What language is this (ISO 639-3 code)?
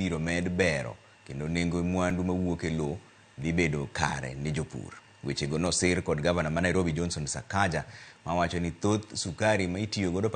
luo